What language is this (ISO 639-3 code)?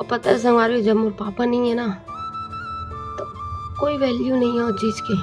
hne